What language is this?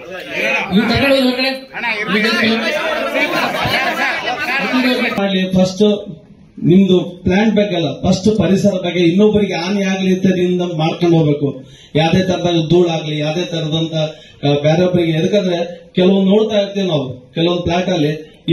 Kannada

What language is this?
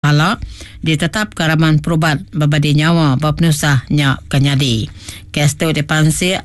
Iban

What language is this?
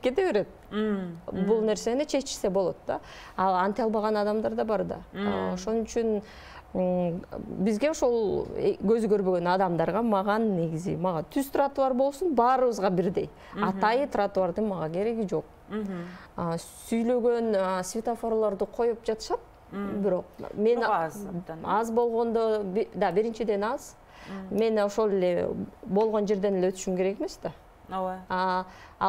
Kyrgyz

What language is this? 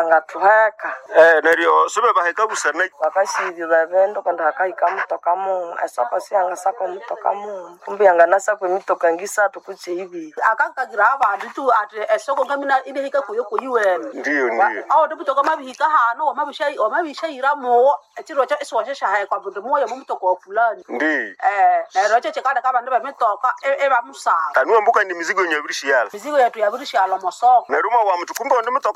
Nande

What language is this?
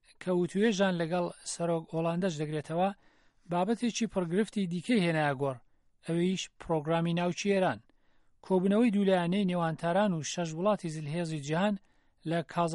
Central Kurdish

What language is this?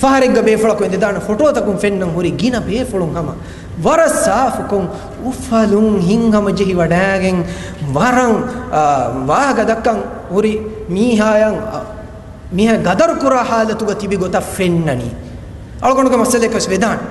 Divehi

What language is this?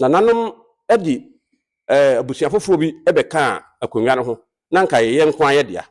Akan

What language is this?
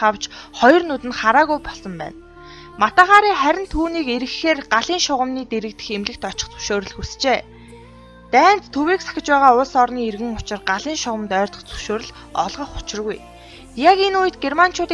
Mongolian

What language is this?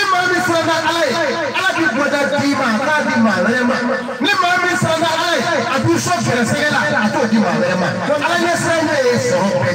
Bambara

